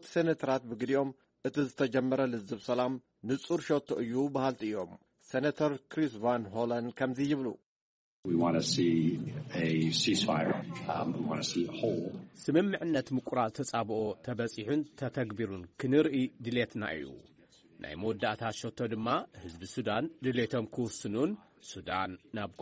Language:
Tigrinya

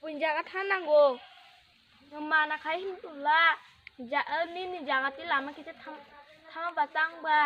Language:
Kok Borok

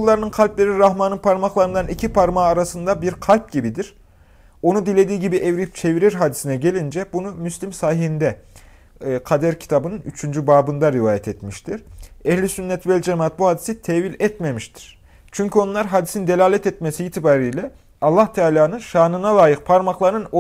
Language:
Turkish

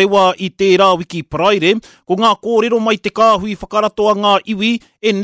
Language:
Māori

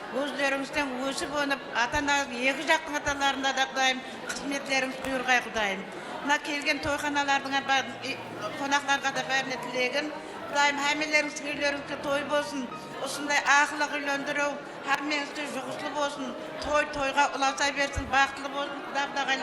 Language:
Kara-Kalpak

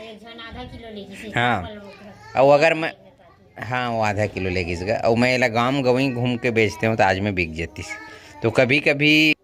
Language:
Chhattisgarhi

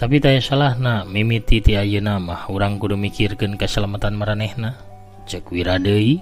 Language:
Sundanese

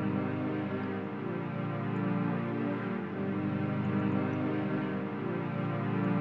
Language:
Finnish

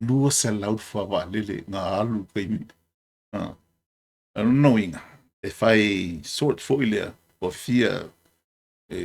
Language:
Samoan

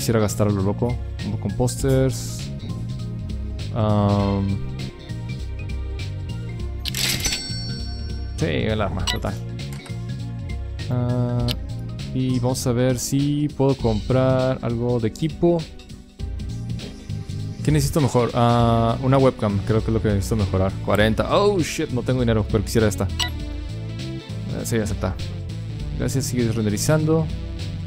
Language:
Spanish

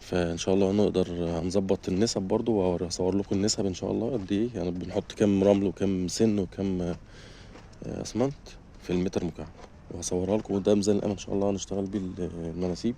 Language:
Egyptian Arabic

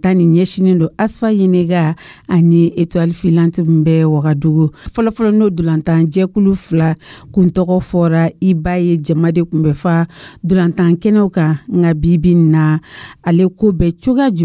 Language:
Dyula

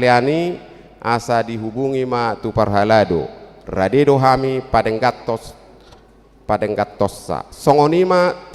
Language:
Batak Toba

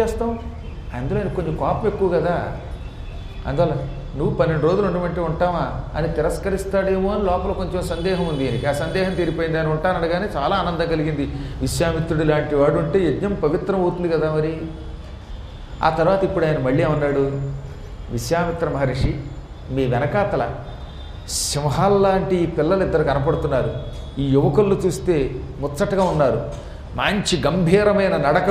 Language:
Telugu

